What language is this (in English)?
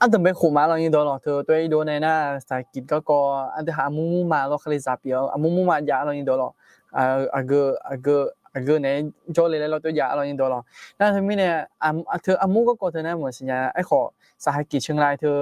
Akha